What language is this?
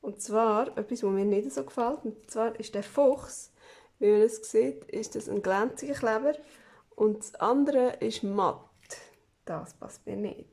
Swiss German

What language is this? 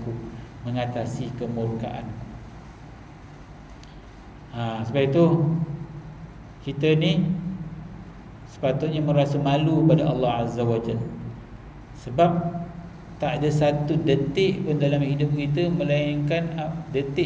Malay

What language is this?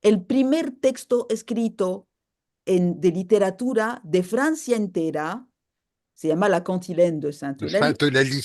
Ladino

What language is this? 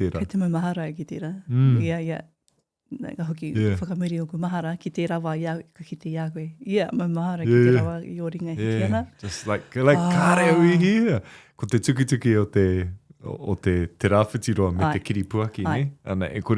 Māori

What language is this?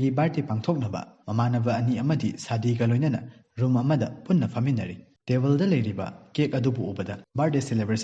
Manipuri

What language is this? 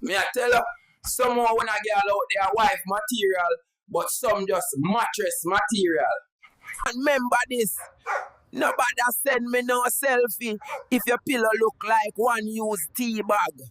Jamaican Creole English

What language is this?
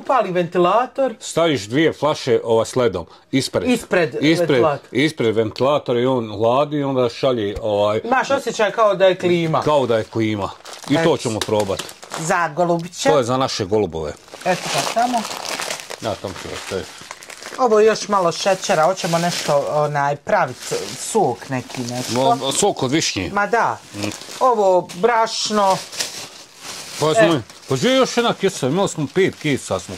Bosnian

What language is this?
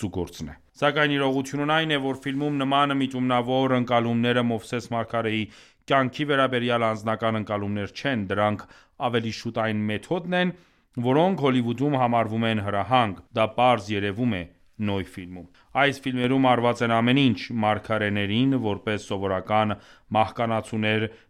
Armenian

